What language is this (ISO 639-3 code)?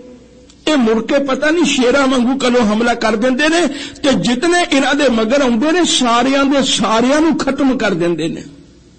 pan